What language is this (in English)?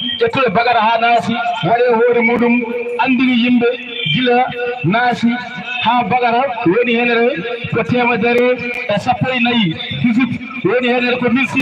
Fula